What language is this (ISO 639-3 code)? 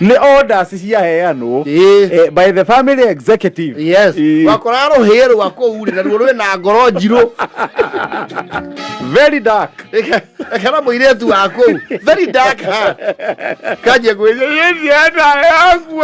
kik